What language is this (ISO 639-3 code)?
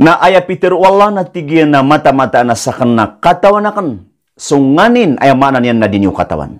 mrw